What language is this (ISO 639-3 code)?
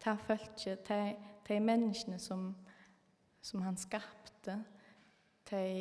fao